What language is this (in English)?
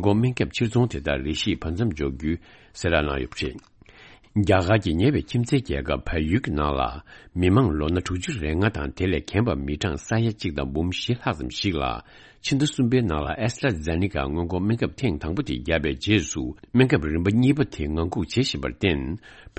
Tibetan